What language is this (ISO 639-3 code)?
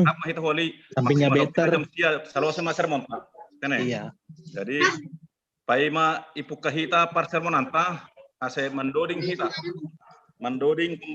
bts